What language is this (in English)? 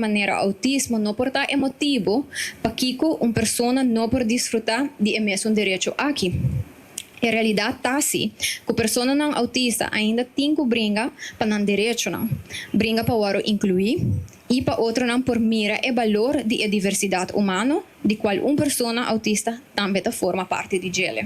Papiamento